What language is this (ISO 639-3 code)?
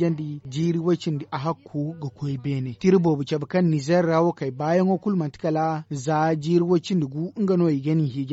dje